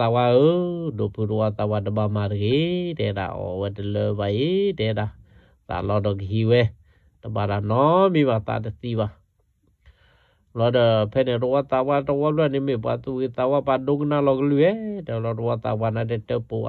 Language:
S'gaw Karen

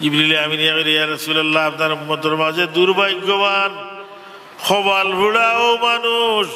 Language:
Sylheti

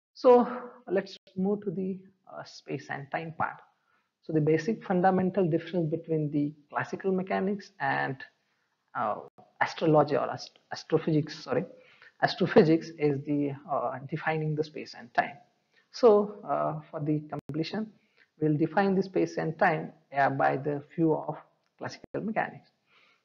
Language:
English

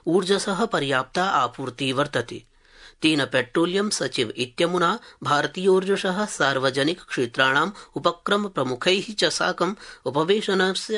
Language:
Sanskrit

